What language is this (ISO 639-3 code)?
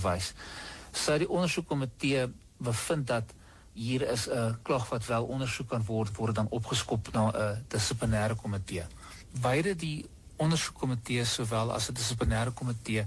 afr